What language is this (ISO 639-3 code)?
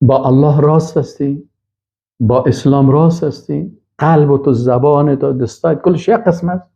fas